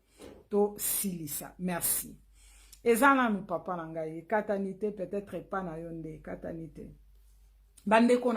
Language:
Lingala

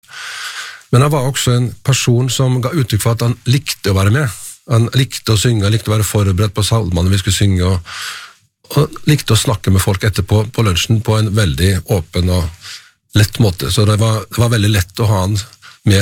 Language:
Norwegian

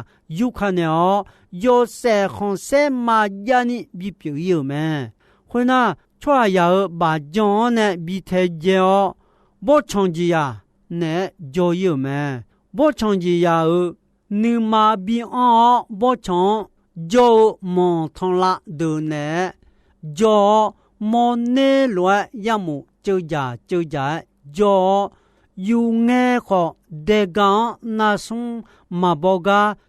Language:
Akha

